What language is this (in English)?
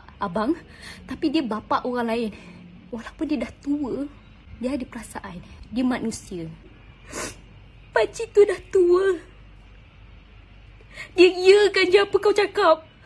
Malay